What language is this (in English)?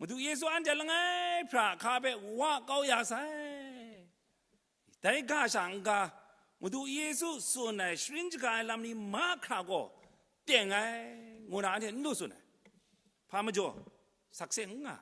Kachin